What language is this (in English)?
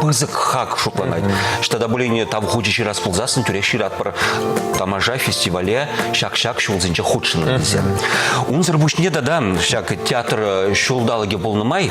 Chuvash